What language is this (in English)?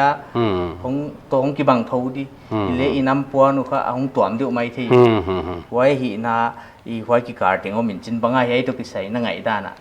Paite Chin